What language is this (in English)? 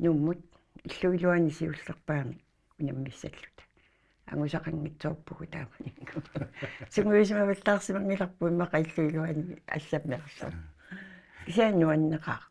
Kalaallisut